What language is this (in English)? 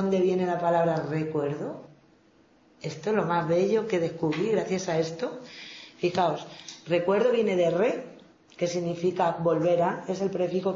Spanish